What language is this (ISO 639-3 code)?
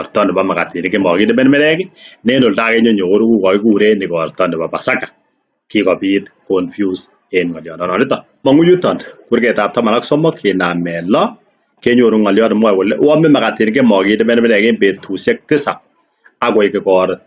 kln